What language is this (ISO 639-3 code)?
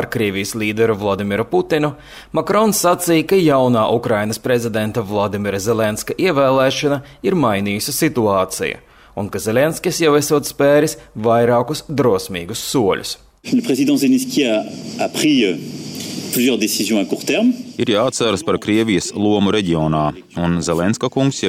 lav